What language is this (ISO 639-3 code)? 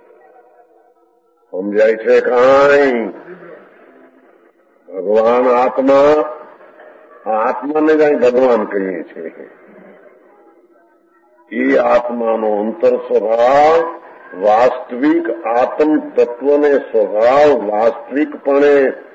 guj